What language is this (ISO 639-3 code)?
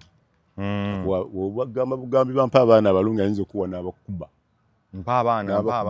lug